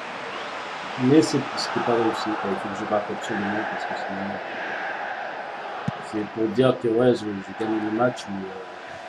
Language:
French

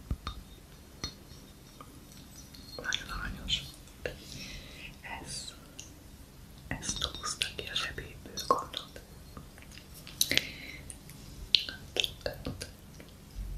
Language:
Hungarian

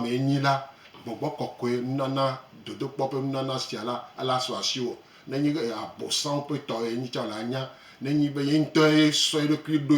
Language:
Gen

